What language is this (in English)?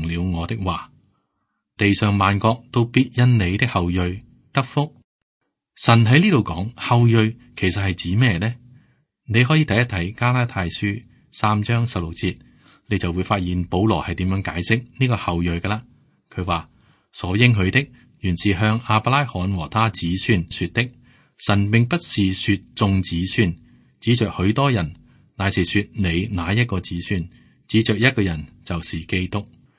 Cantonese